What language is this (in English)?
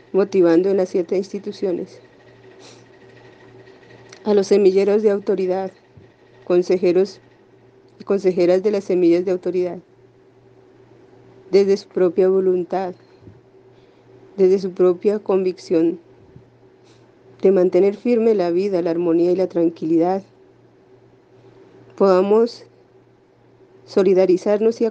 Spanish